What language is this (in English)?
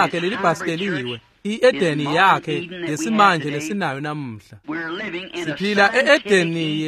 Swati